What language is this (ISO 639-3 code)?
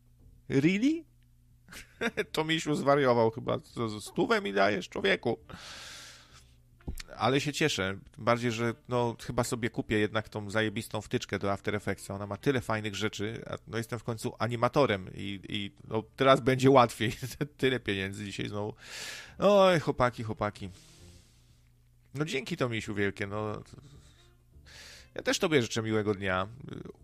pol